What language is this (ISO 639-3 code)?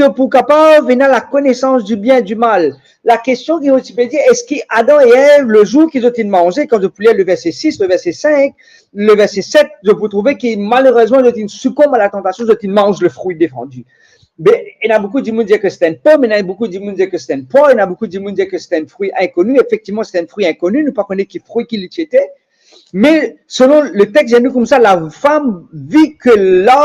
mfe